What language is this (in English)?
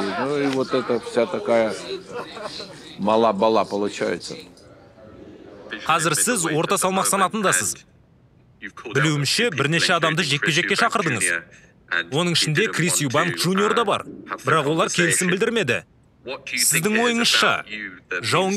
Kazakh